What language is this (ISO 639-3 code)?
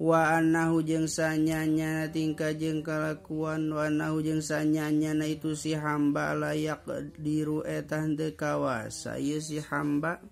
sun